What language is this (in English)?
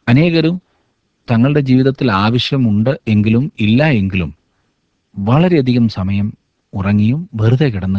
Malayalam